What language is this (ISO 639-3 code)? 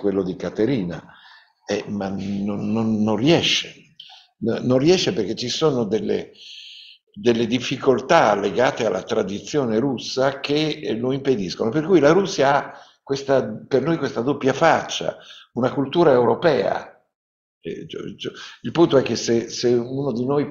ita